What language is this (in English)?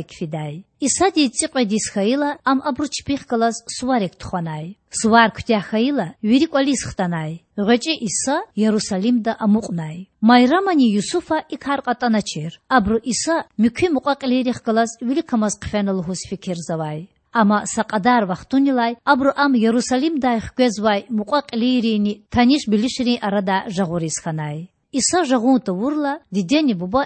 Lezghian